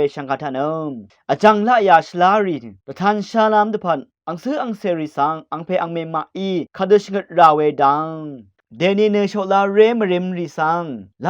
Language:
Rawang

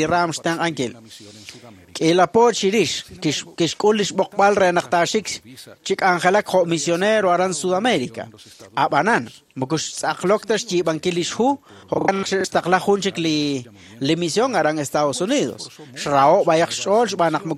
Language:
Kekchí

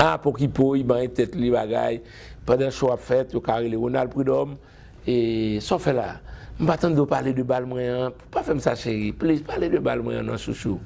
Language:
Haitian Creole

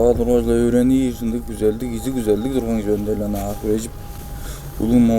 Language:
Tuvinian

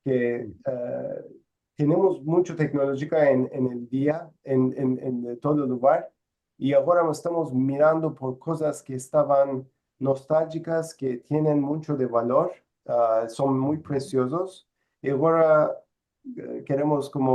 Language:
Ladino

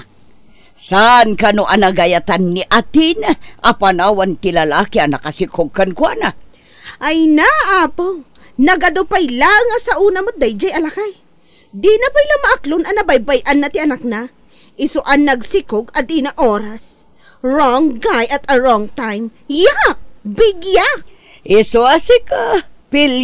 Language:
Iloko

